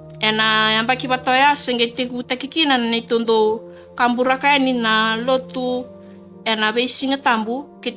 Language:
Fijian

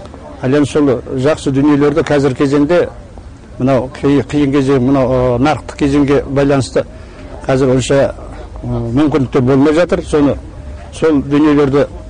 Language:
Kazakh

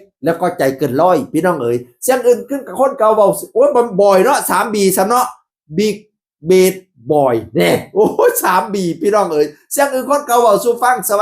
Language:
Northeastern Thai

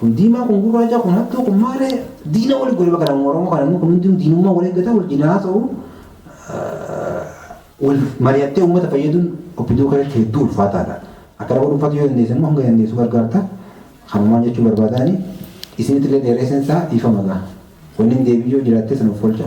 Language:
Oromo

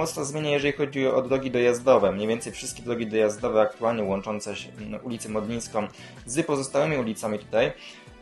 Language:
Polish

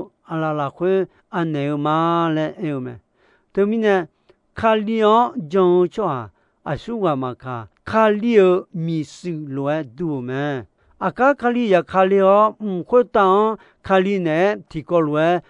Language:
Akha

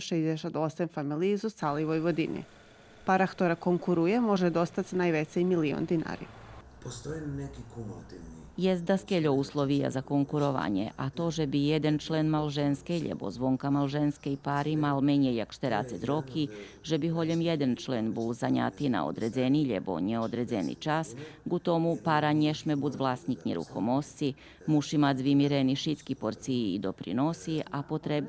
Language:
Rusyn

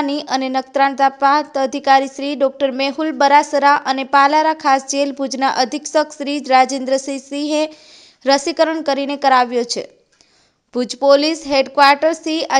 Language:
Gujarati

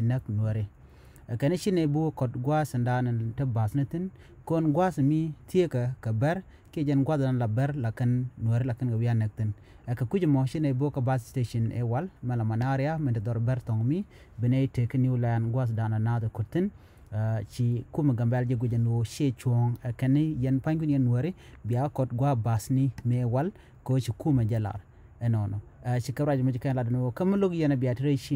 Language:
Nuer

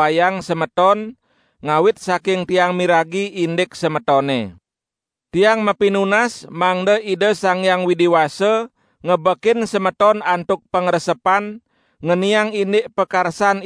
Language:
Balinese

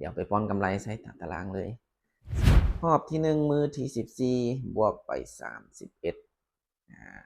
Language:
Lao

